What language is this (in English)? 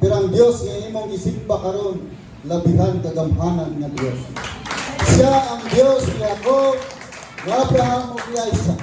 Cebuano